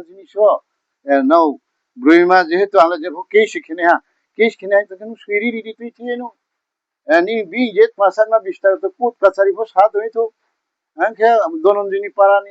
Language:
Riang (India)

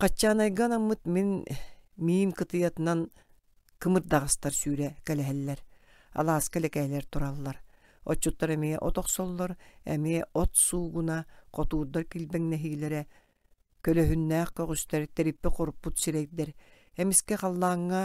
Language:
Yakut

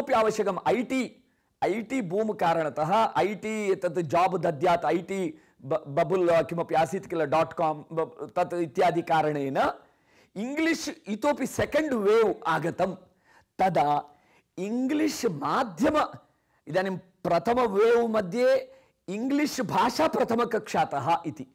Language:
Sanskrit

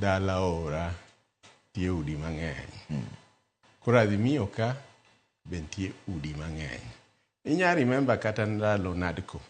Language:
Luo (Kenya and Tanzania)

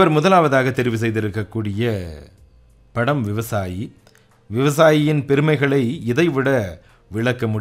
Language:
Tamil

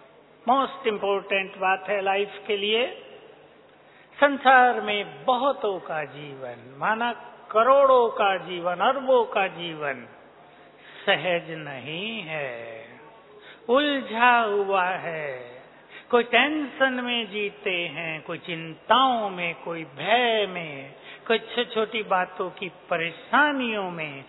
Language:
Hindi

